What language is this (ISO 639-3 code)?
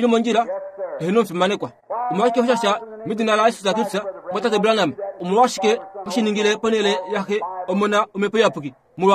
kua